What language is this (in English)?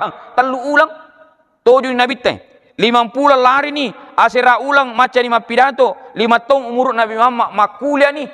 Buginese